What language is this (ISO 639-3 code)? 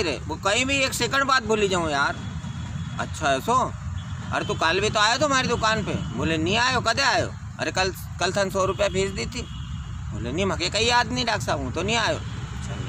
raj